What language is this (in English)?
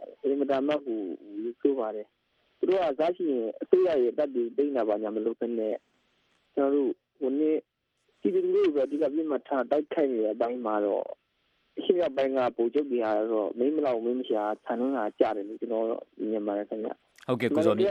Burmese